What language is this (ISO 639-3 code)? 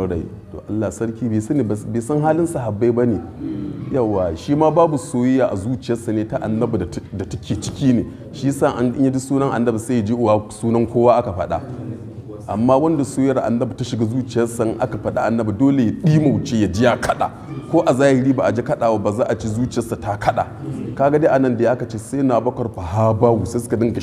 hau